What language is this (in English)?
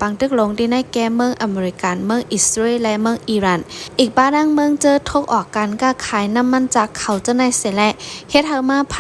Shan